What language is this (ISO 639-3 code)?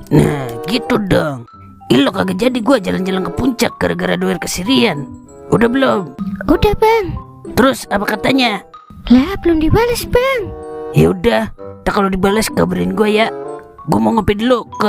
bew